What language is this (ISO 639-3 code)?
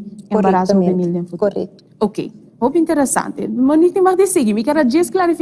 pap